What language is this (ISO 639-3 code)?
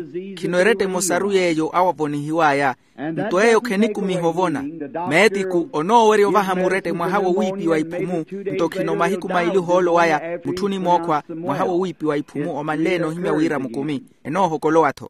vmw